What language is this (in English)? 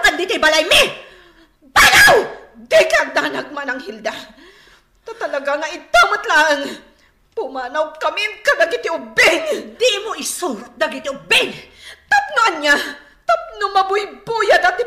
Iloko